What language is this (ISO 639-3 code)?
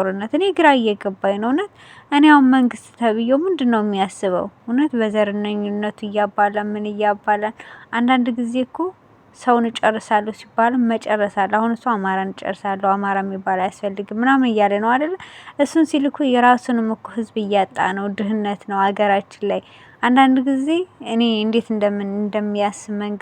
amh